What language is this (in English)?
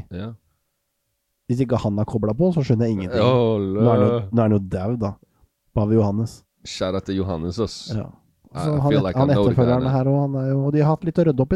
Norwegian